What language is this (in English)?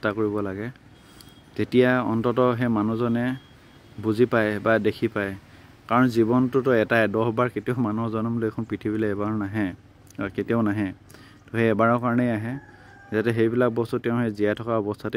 Assamese